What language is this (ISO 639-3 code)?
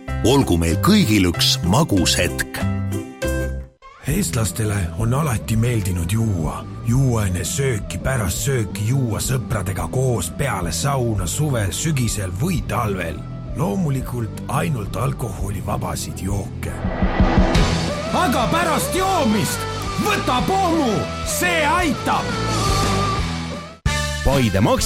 est